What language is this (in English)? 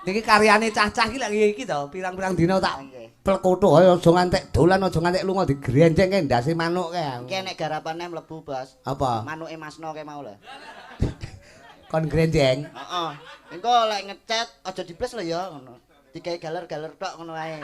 Javanese